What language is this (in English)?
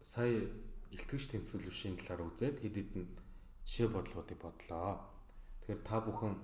Mongolian